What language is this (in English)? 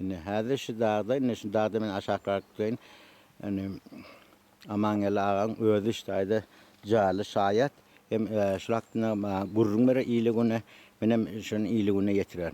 Turkmen